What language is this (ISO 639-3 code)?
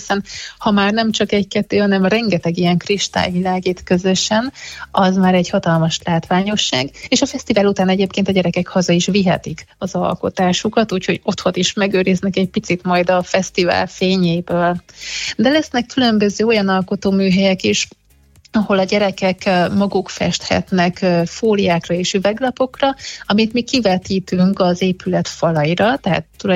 hun